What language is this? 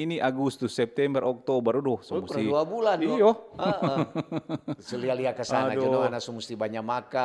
Manado Malay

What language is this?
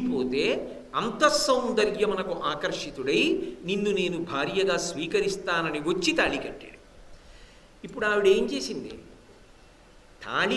Telugu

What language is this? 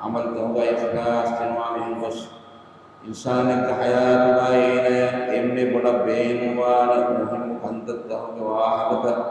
Divehi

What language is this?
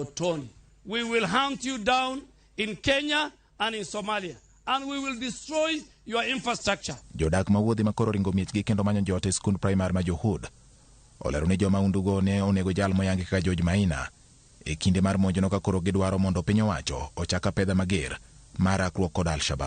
Luo (Kenya and Tanzania)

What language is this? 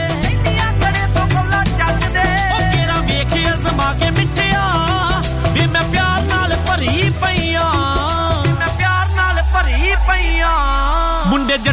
Punjabi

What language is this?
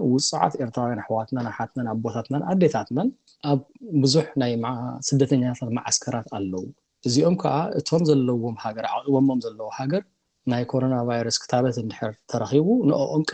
Tigrinya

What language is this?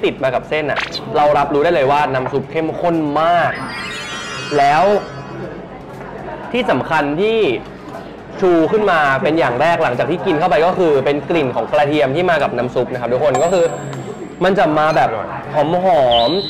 Thai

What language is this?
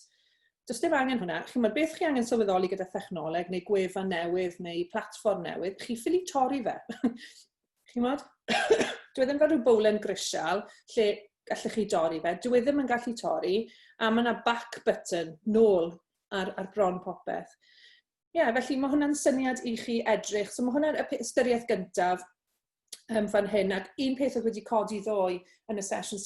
Welsh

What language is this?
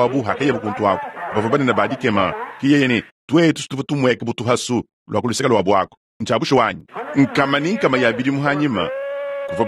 Luba-Lulua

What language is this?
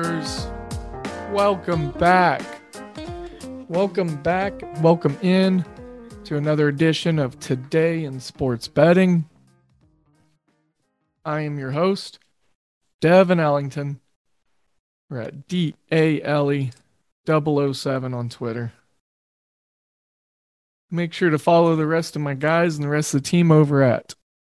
English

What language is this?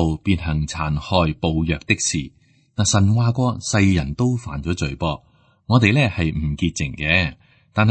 Cantonese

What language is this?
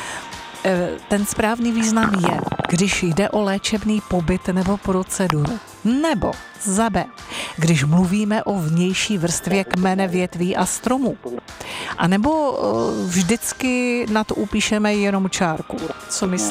Czech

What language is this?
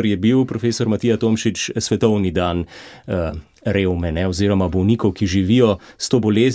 Slovenian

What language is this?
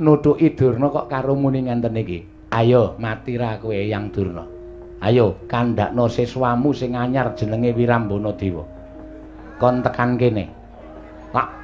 Javanese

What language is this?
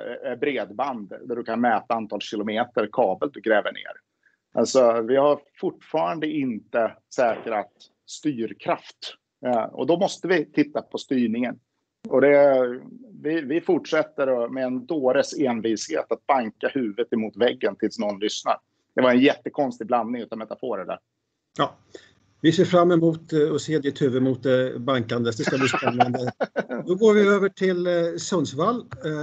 Swedish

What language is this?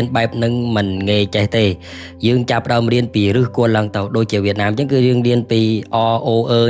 Khmer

